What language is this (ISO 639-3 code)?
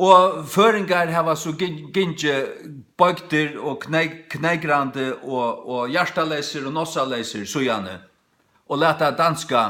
fao